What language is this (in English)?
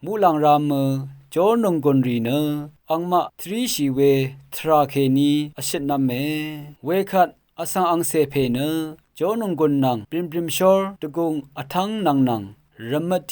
Rawang